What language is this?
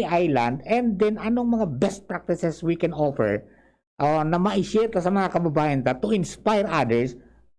Bikol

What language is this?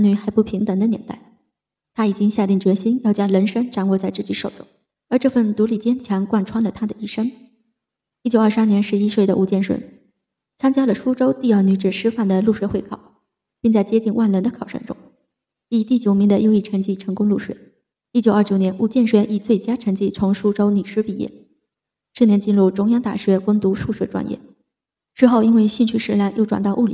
Chinese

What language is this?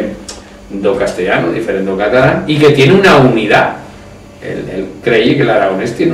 Aragonese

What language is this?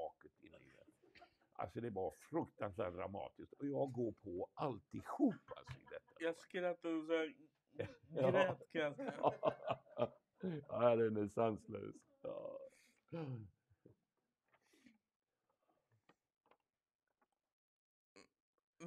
Swedish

